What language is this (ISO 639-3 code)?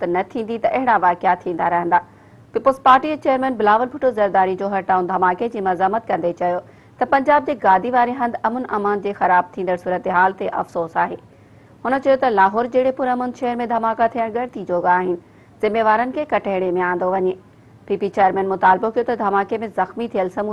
snd